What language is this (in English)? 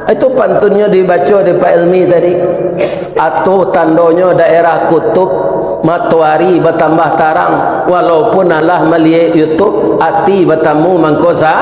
Minangkabau